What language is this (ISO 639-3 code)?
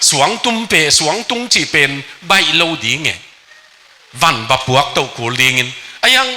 ctd